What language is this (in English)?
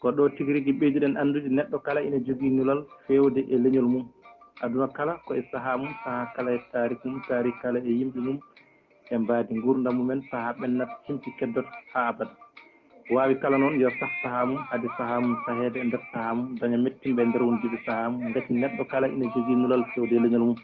Fula